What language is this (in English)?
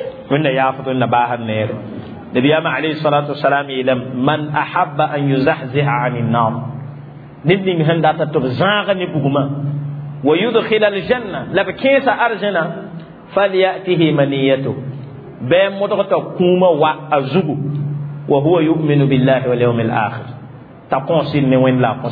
Mossi